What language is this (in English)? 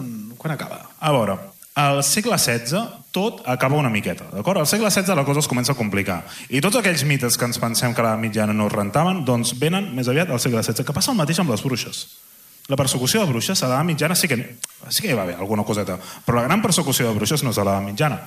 Catalan